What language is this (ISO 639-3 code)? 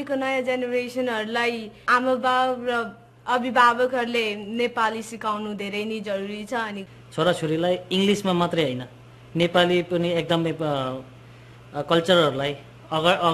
nep